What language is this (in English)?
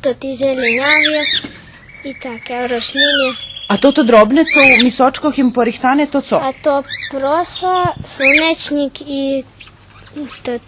Rusyn